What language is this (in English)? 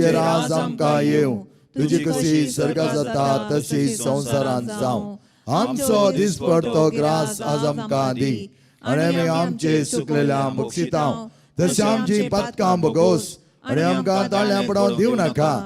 Konkani